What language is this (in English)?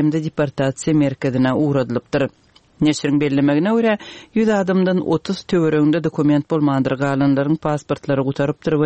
Turkmen